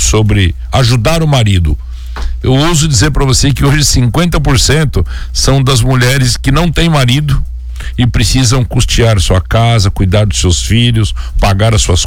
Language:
Portuguese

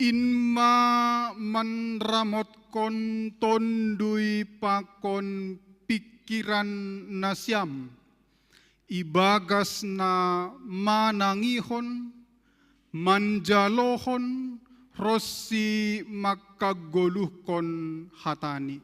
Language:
Batak Simalungun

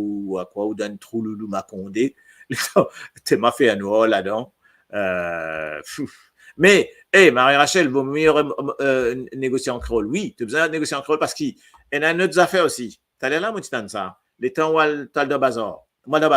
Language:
Morisyen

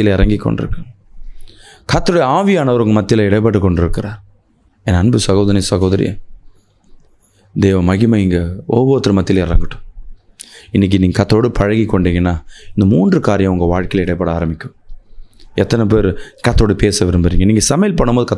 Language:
Tamil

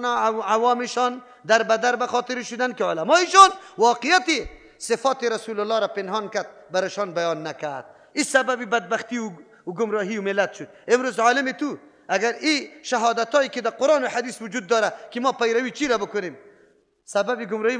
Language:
Persian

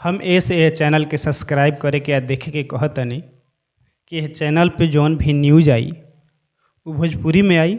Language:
Bhojpuri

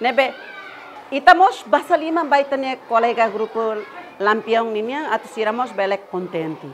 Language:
Tetum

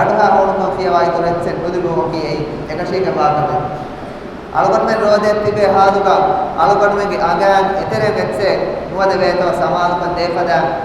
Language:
Divehi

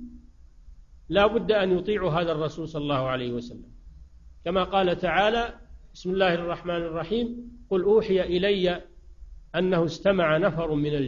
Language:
Arabic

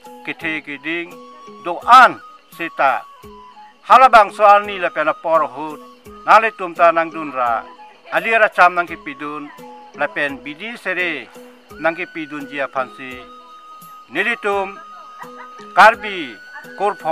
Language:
Karbi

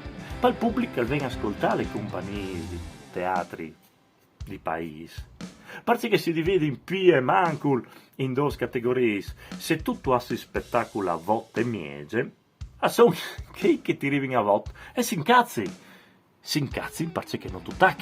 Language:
Friulian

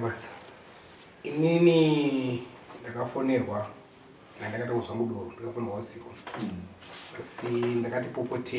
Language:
Shona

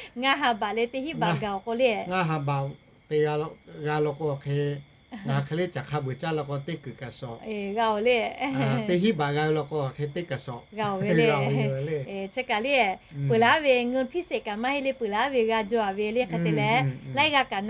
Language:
Lahu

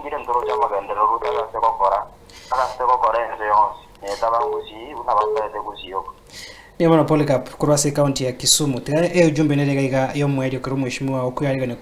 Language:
Gusii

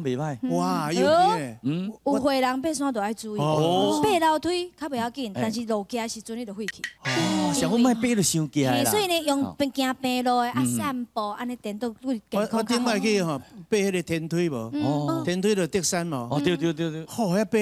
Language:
Min Nan Chinese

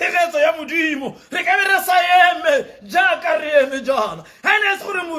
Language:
Tswana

